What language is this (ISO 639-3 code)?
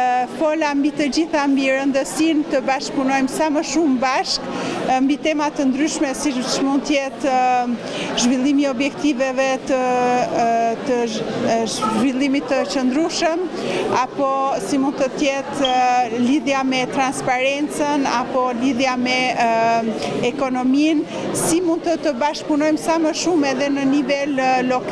sqi